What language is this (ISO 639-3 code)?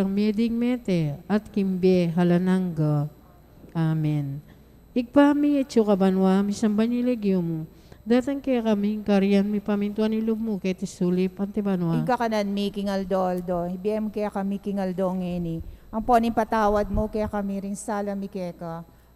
pam